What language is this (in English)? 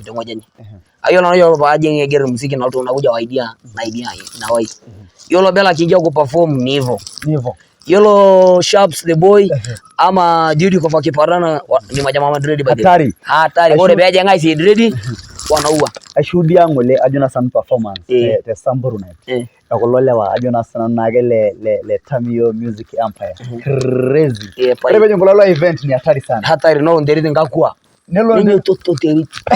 Masai